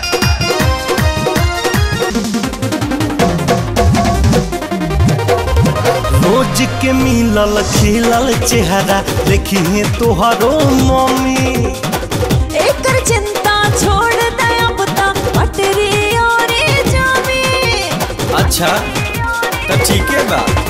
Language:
Bhojpuri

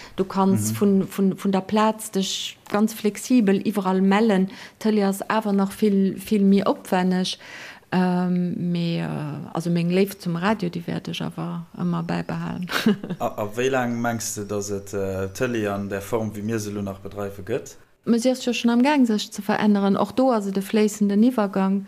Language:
Luxembourgish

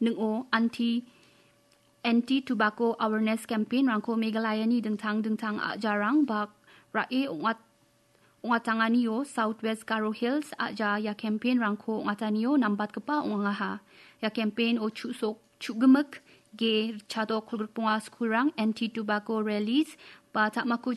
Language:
Garo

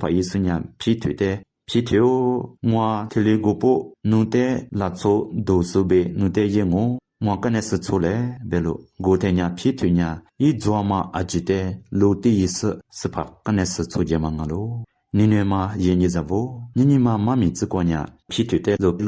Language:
Lisu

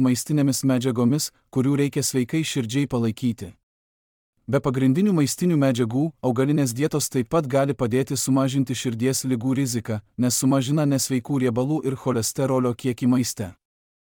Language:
Lithuanian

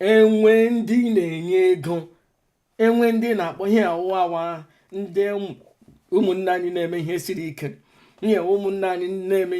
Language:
Igbo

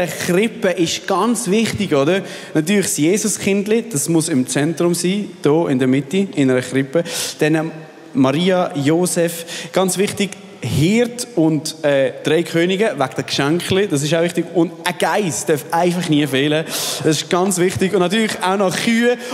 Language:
Swiss German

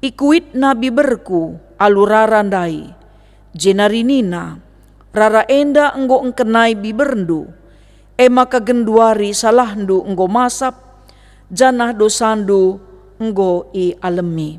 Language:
Batak Karo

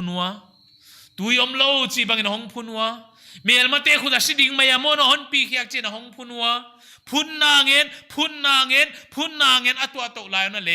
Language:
Paite Chin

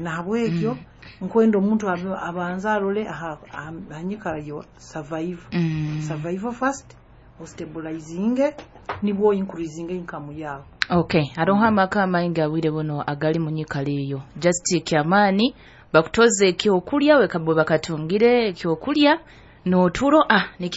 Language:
Nyoro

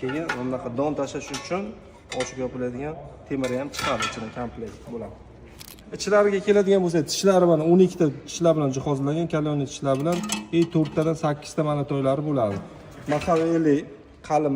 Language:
Uzbek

